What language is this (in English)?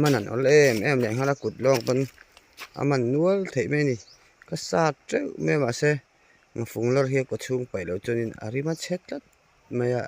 Mizo